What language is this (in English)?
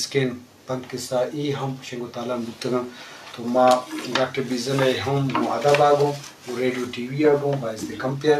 Eastern Balochi